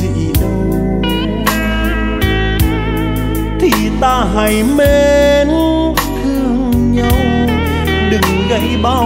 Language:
Vietnamese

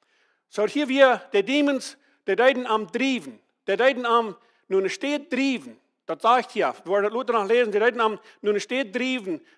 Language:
Plautdietsch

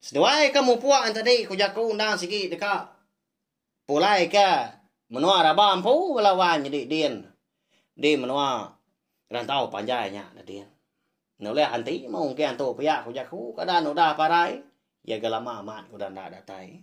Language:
Iban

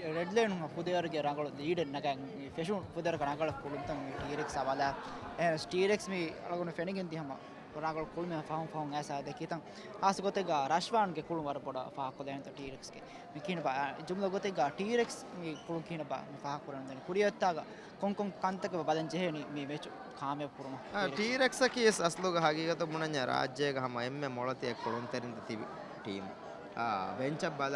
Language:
Divehi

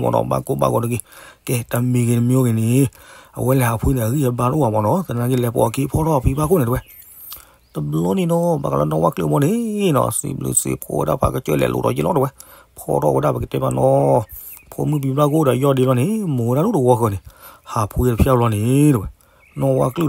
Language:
S'gaw Karen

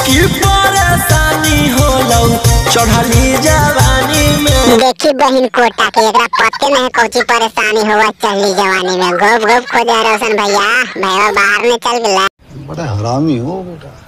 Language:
Magahi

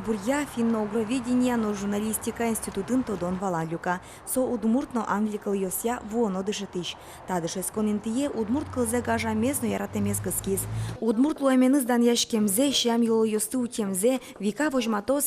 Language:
Udmurt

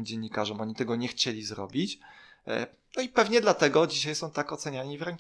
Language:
Polish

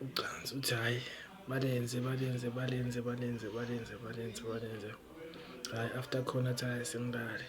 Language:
Zulu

